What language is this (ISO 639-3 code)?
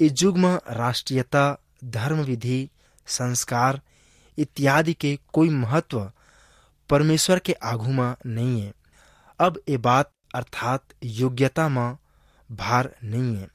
hne